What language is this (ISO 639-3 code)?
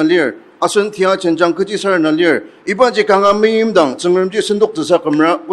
njo